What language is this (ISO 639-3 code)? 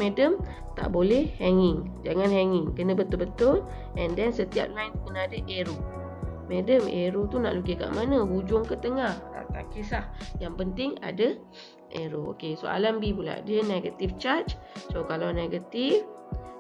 msa